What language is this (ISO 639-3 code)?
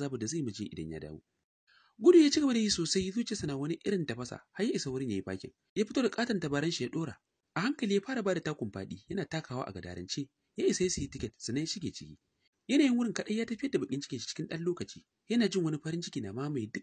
hau